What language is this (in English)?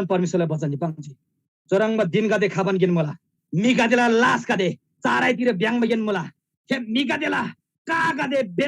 Eastern Tamang